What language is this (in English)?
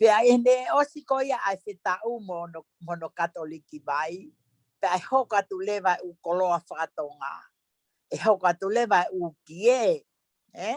Tongan